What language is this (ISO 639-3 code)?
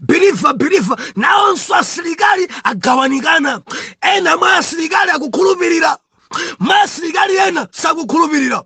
nya